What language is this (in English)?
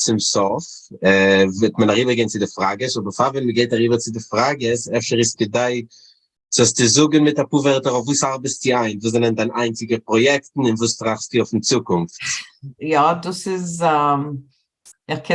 Yiddish